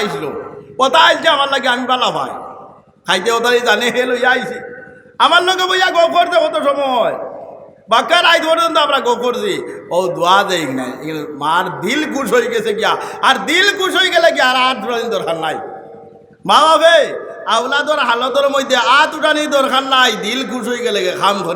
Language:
Sylheti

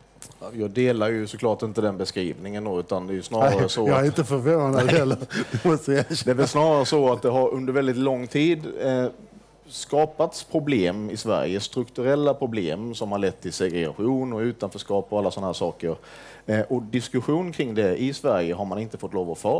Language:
Swedish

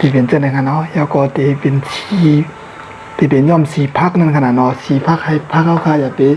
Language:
Shan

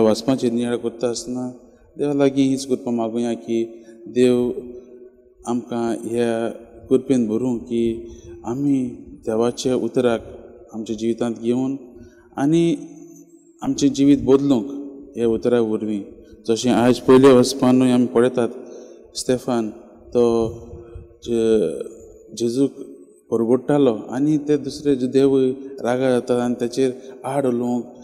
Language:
Konkani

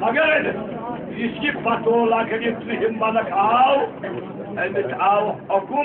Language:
Kashmiri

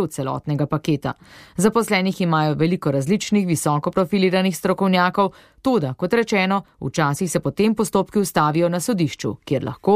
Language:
Slovenian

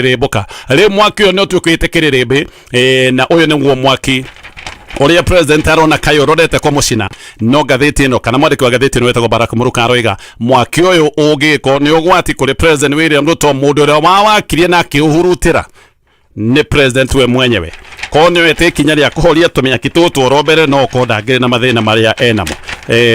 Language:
Kikuyu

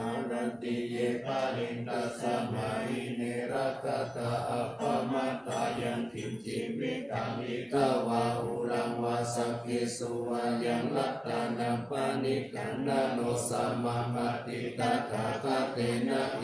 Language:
Pali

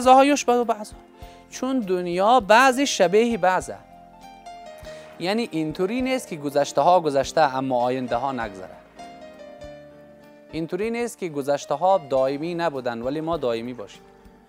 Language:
Persian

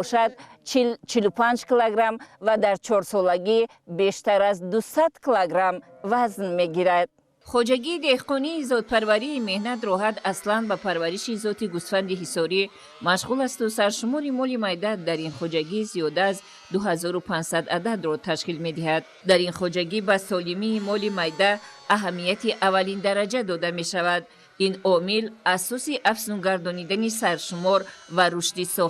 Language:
Tajik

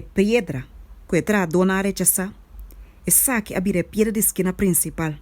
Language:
Papiamento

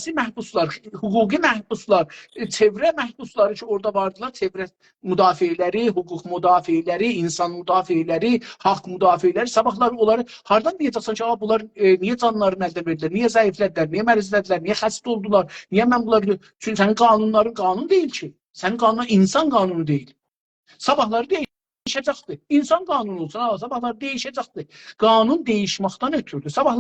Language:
South Azerbaijani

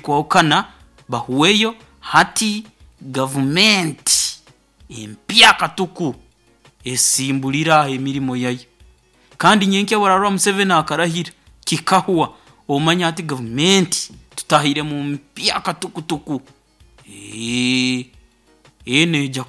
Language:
Nyoro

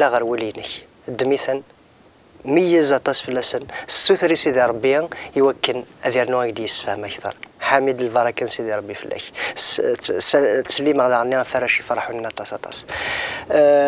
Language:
Kabyle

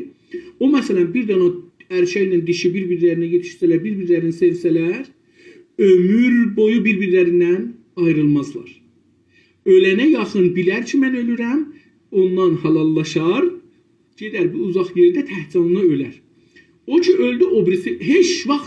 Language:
South Azerbaijani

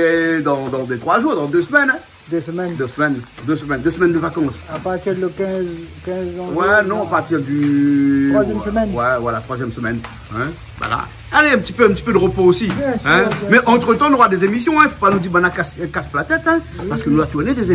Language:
Réunion Creole French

